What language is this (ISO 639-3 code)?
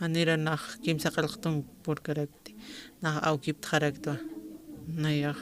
aym